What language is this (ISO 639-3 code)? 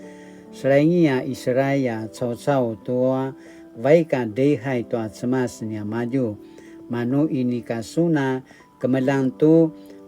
pwn